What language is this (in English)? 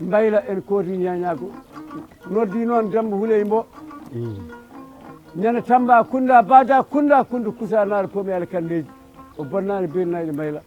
Fula